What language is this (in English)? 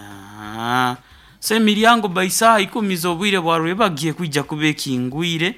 Nyoro